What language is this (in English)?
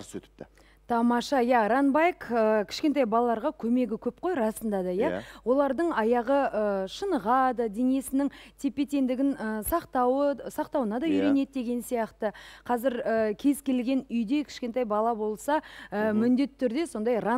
Kazakh